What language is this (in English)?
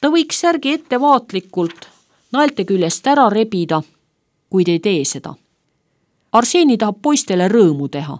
Estonian